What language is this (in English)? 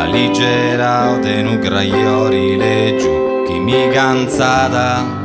Sardinian